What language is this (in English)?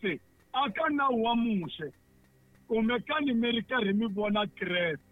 Tsonga